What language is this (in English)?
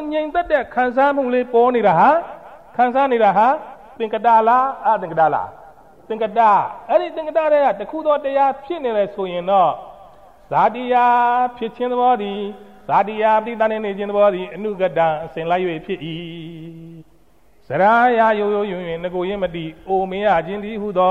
Burmese